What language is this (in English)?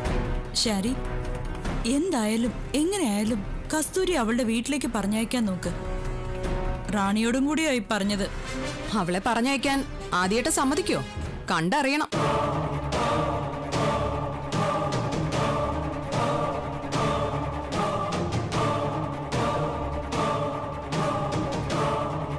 Malayalam